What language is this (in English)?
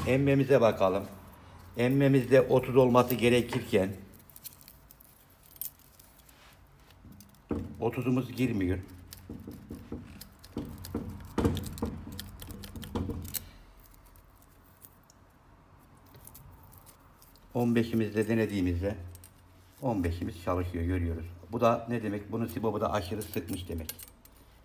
Turkish